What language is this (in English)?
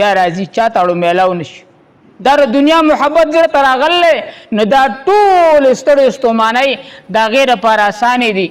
Pashto